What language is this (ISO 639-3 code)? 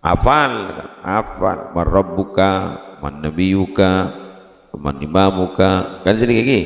mad